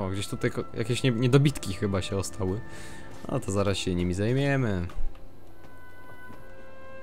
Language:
Polish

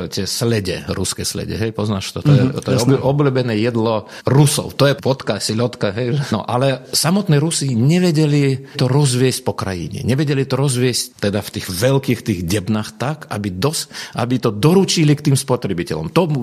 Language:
Slovak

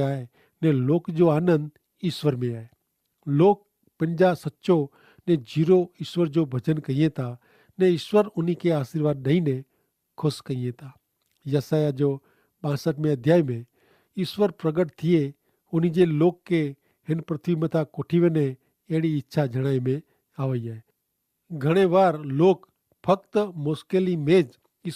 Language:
Kachhi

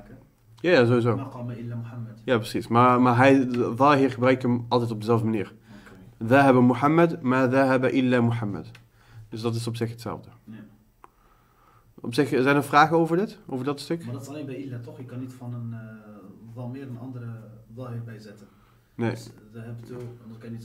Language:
Dutch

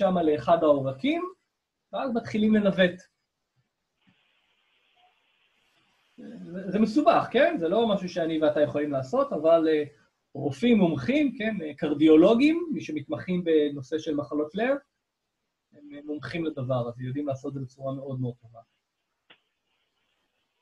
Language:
Hebrew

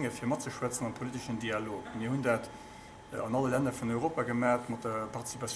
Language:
Luxembourgish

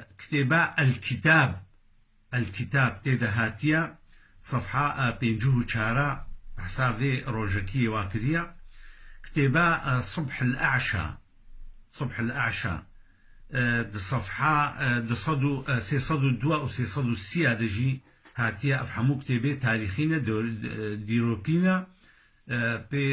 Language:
Kurdish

